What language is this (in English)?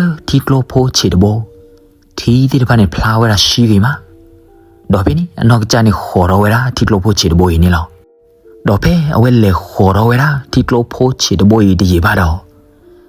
S'gaw Karen